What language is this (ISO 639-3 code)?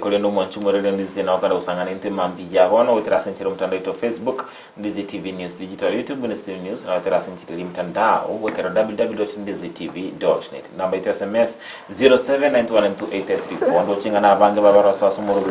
guz